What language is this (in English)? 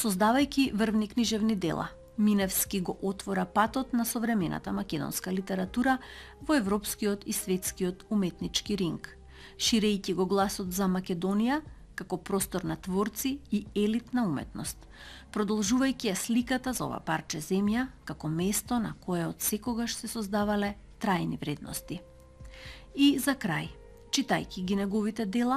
Macedonian